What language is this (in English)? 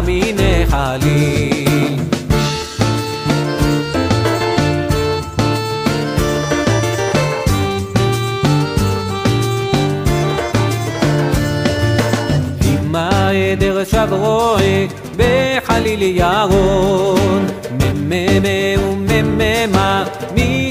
Hebrew